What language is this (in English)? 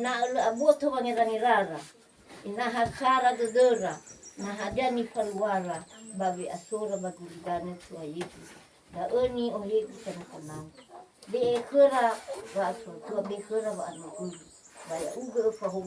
Nias